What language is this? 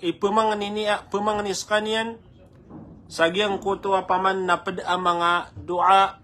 Maranao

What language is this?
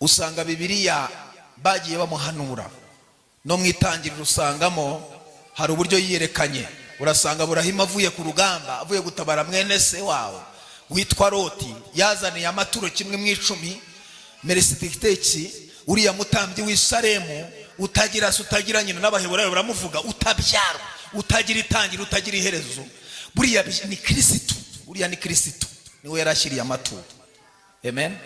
Kinyarwanda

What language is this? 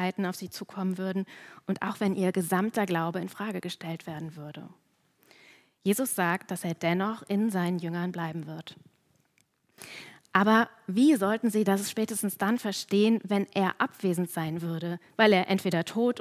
German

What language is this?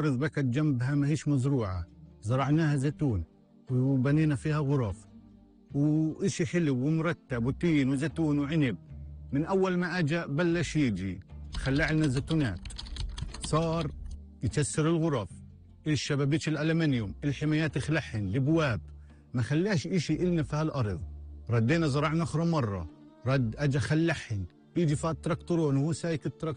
North Levantine Arabic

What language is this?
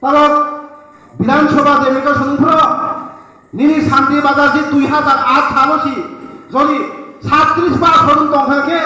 Kok Borok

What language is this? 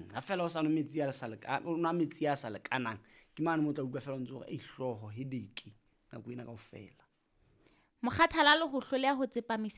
Southern Sotho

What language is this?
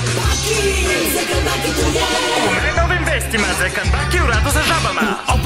Serbian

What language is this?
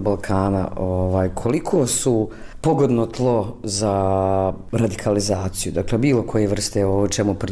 Bosnian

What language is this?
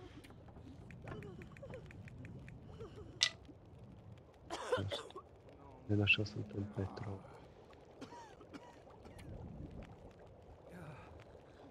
Slovak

